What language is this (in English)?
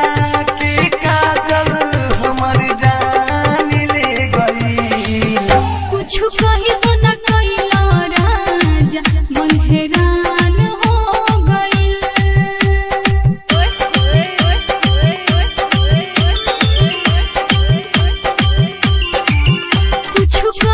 Bhojpuri